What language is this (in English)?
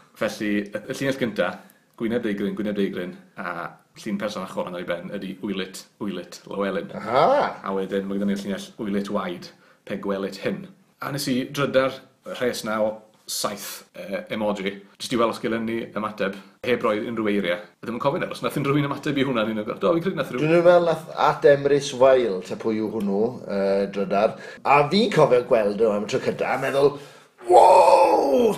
Welsh